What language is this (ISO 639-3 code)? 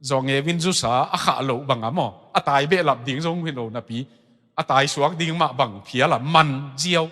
ctd